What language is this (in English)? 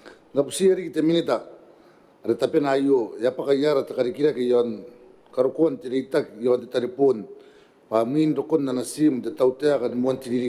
Gilbertese